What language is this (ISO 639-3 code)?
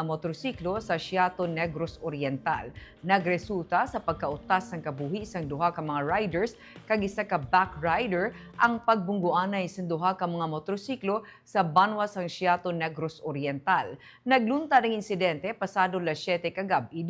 hil